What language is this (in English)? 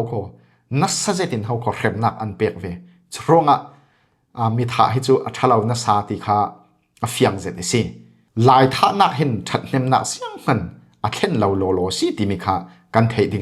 Falam Chin